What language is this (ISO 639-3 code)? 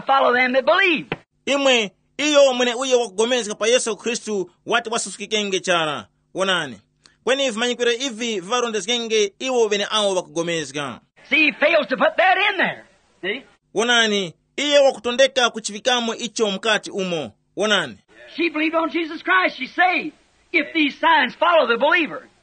tum